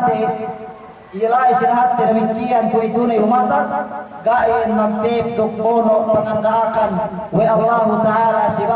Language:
Yakan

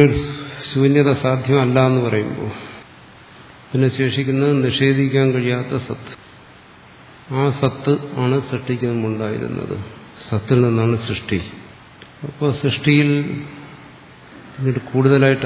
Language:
Malayalam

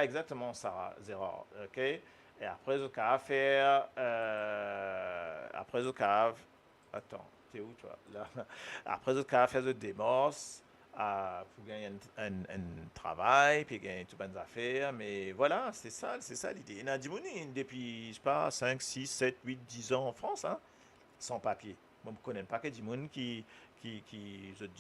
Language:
Morisyen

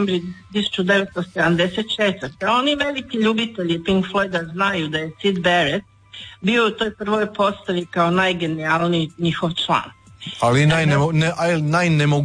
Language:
Croatian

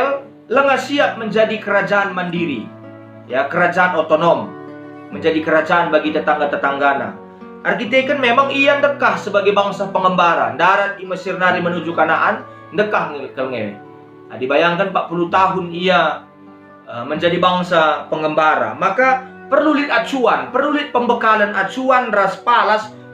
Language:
Batak Karo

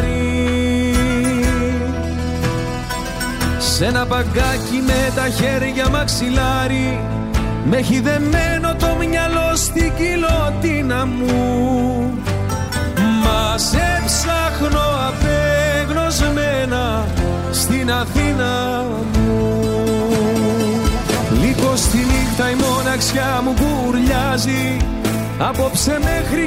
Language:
Greek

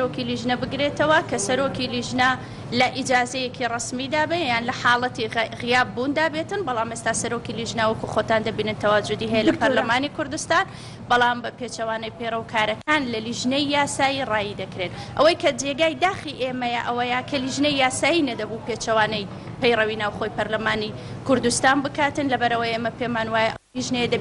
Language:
Central Kurdish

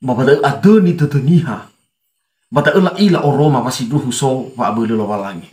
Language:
Nias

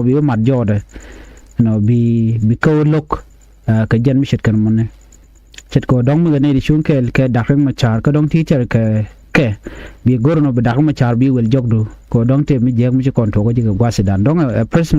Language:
Nuer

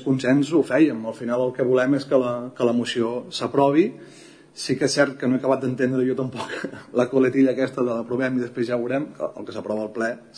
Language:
Catalan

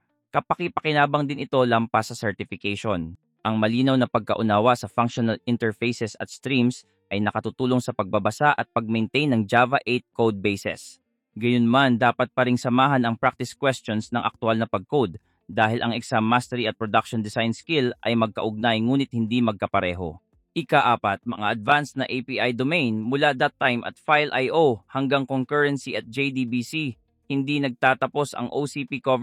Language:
Filipino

